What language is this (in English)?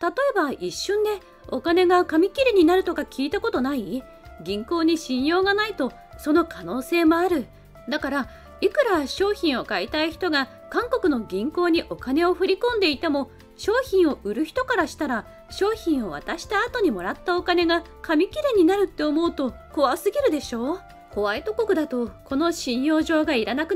Japanese